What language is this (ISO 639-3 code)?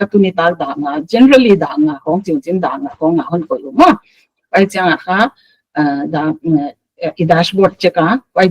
pck